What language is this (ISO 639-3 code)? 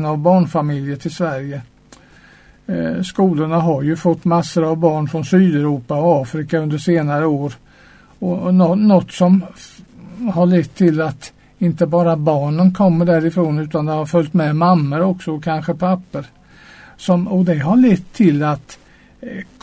swe